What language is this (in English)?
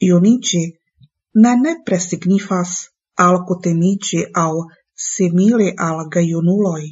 Esperanto